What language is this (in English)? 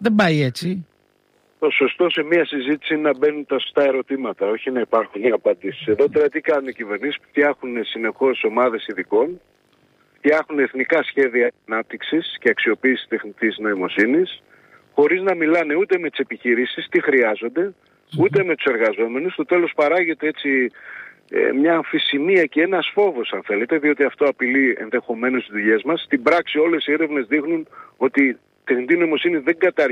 Greek